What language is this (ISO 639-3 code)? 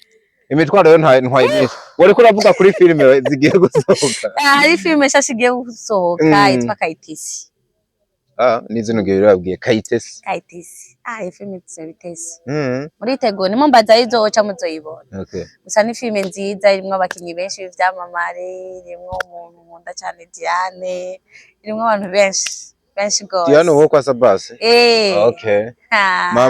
run